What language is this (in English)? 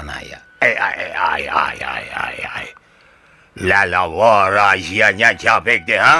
Sundanese